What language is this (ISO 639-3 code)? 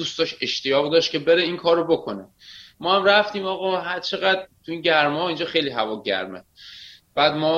fas